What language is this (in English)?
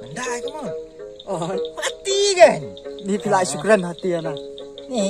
Khasi